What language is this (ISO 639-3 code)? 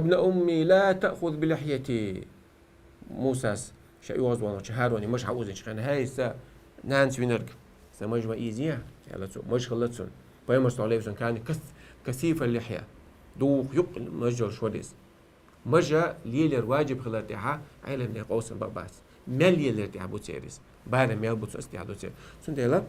che